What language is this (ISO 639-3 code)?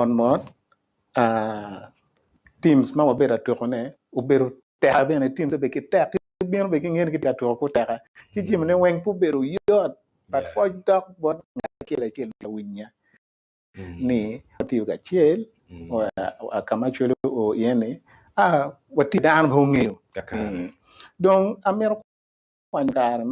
ach